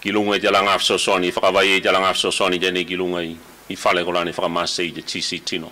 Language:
Tuvalu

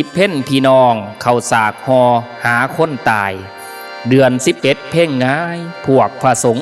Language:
Northeastern Thai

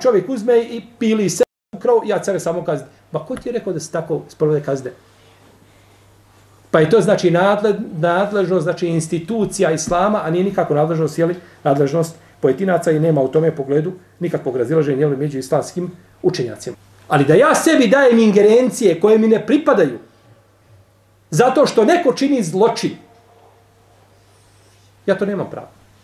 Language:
Bosnian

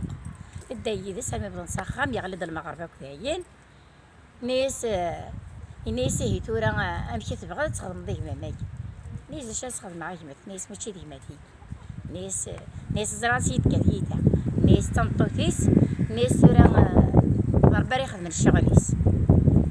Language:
Kabyle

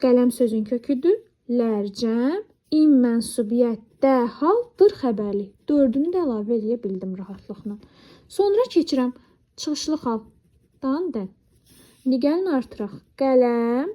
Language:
Azerbaijani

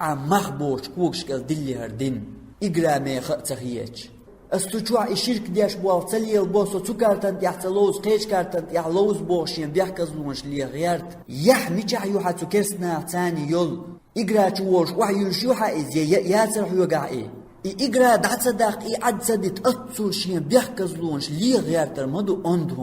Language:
Chechen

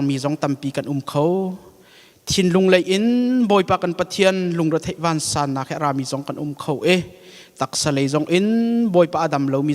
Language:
Hakha Chin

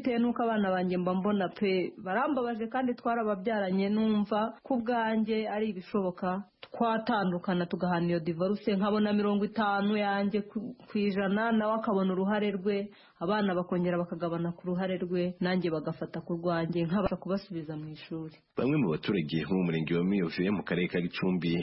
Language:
Kinyarwanda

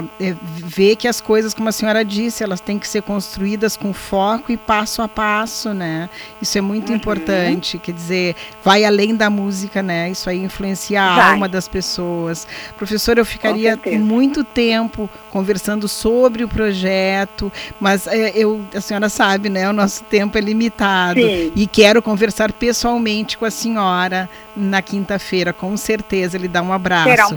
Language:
Portuguese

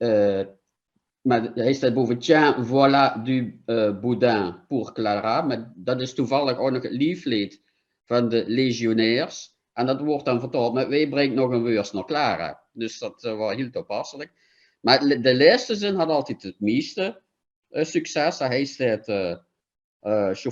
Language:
Limburgish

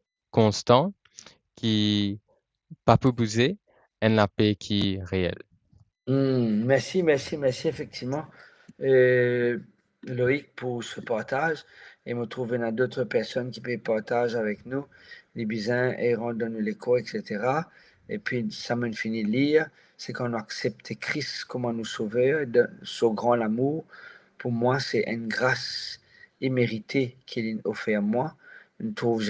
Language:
Morisyen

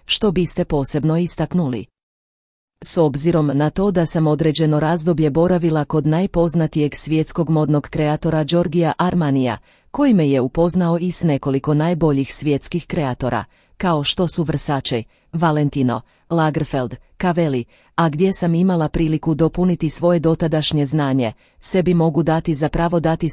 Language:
Croatian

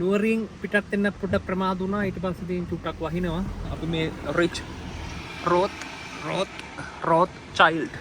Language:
Sinhala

